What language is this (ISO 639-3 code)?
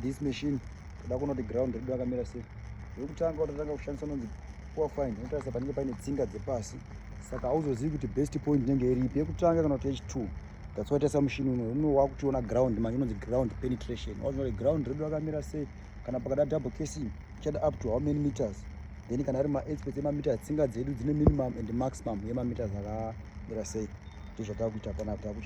sna